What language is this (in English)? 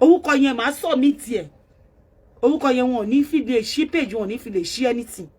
Yoruba